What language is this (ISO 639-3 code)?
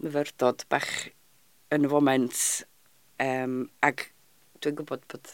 cym